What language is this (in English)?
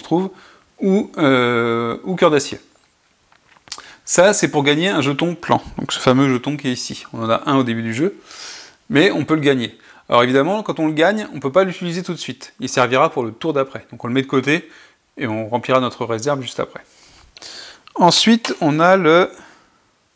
French